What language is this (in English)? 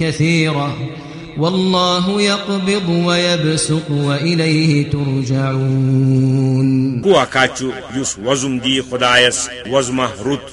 Kashmiri